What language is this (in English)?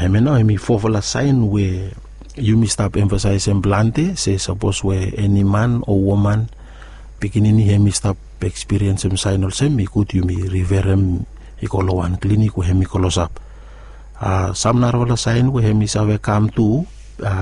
Bislama